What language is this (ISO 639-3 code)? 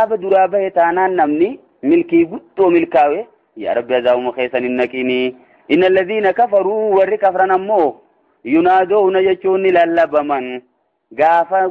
orm